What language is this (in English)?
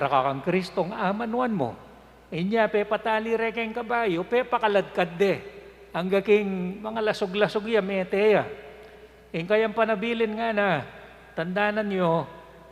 Pampanga